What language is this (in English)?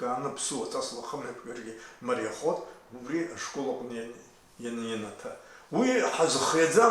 Abkhazian